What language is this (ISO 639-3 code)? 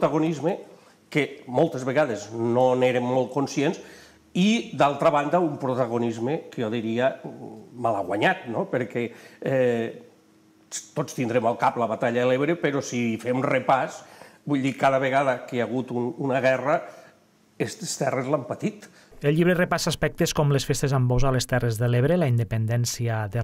cat